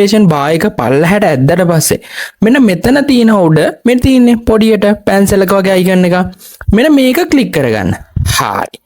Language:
Sinhala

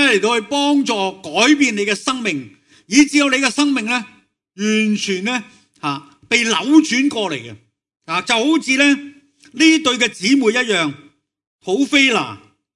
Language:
Cantonese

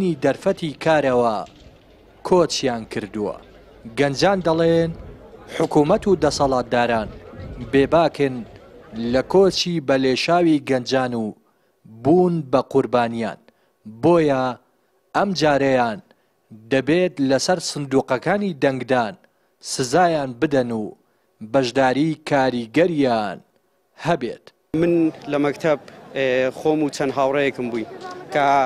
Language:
Central Kurdish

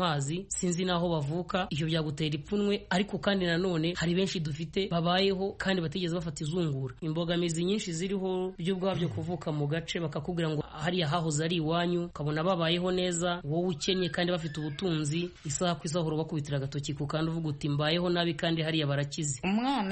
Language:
Kinyarwanda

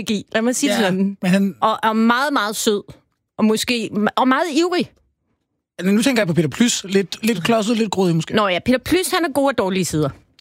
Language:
Danish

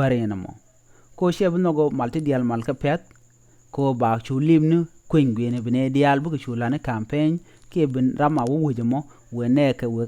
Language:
Nuer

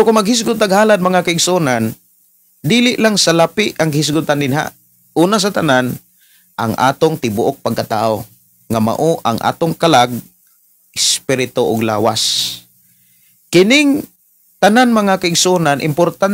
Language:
Cebuano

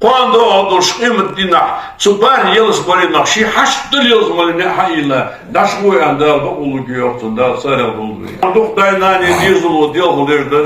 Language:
Ingush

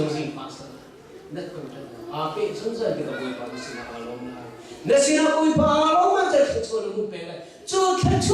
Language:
Hakha Chin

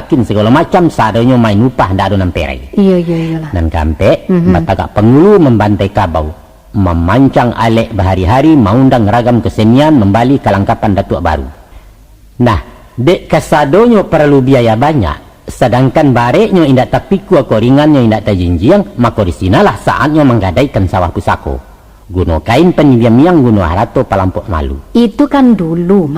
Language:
Minangkabau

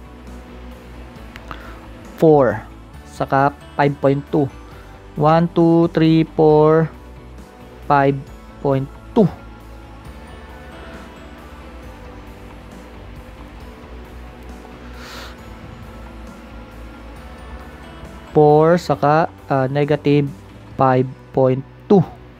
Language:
Filipino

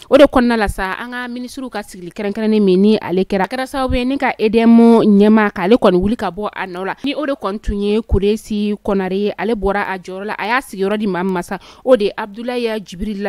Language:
Bambara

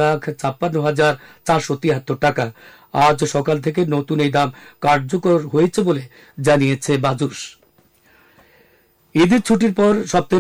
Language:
Bangla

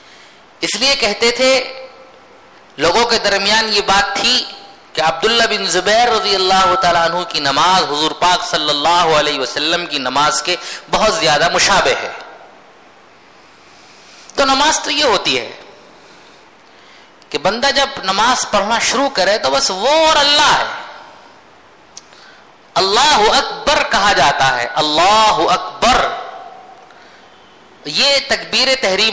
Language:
Urdu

